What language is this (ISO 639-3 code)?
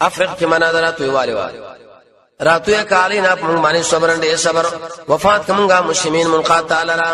pus